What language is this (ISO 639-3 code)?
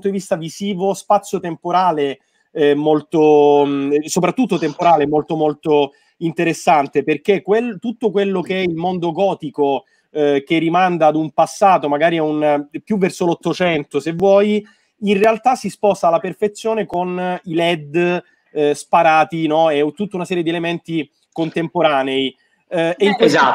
ita